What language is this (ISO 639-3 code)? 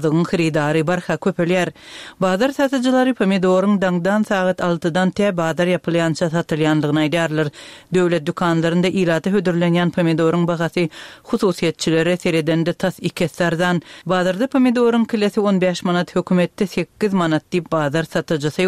tuk